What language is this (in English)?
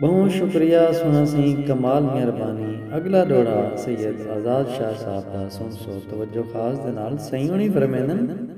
Saraiki